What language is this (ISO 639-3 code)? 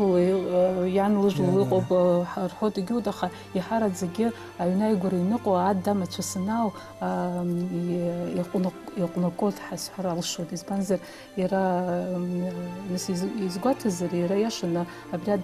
abk